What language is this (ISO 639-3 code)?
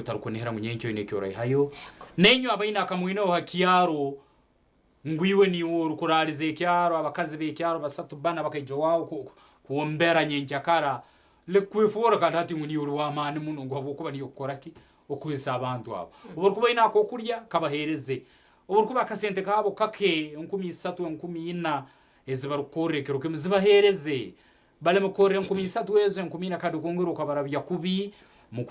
nyn